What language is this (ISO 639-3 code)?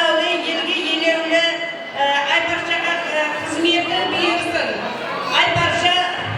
kaa